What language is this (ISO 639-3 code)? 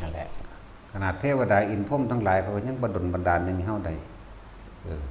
tts